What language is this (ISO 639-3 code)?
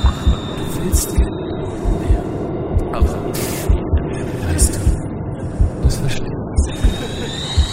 deu